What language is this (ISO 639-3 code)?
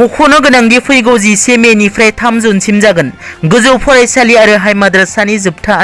brx